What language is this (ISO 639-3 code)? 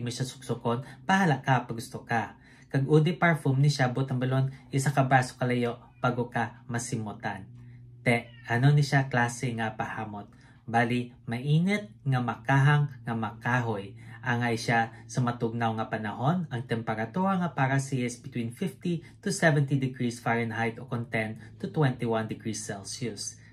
hil